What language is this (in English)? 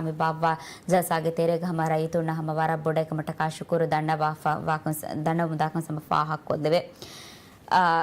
Divehi